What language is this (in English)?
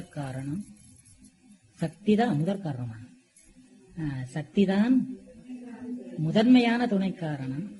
Tamil